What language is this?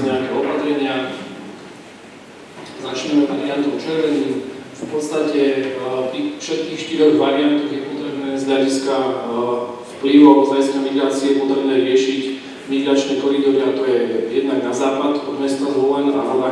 Slovak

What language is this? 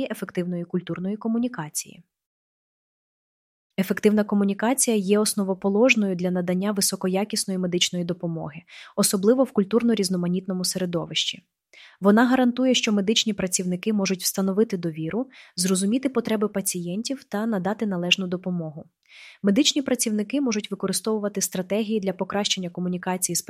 Ukrainian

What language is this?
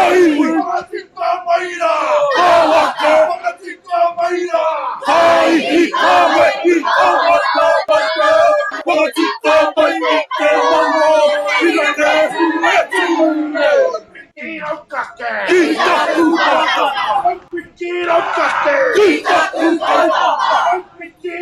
Māori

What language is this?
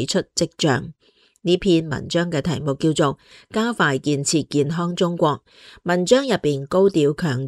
Cantonese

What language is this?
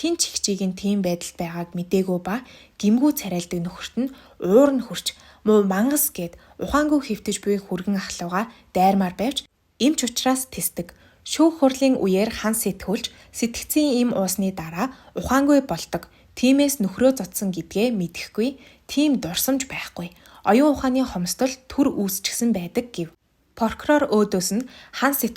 Mongolian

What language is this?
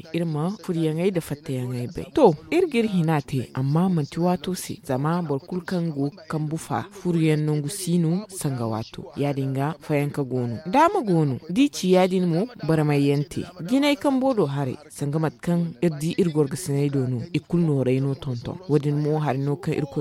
Zarma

